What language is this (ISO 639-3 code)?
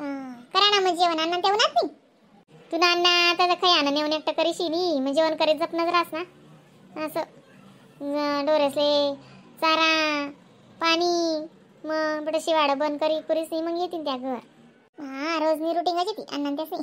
khn